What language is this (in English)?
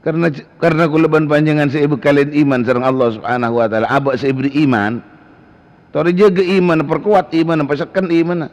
Madurese